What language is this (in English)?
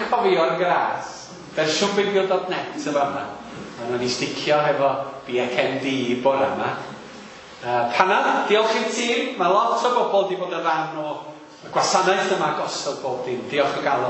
Welsh